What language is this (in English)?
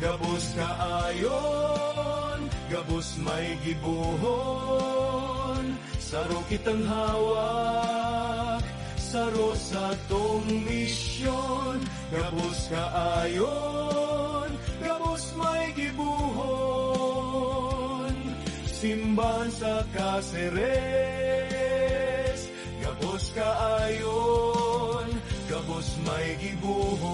Bikol